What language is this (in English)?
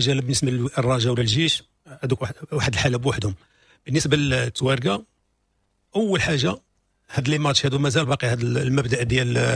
Moroccan Arabic